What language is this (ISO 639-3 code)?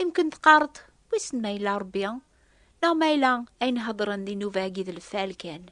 kab